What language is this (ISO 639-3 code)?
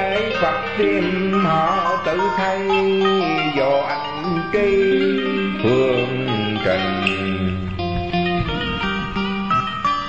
vie